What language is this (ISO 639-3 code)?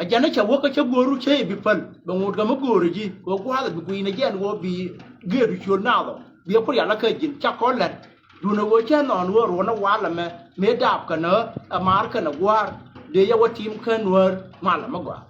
nus